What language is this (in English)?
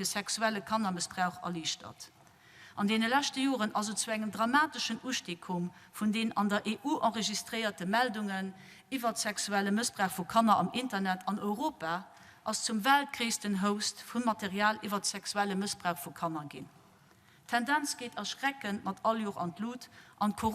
Luxembourgish